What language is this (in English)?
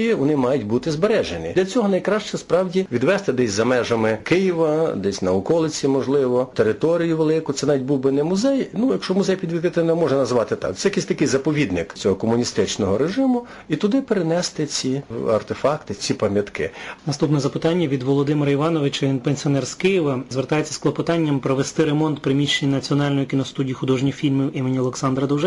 Ukrainian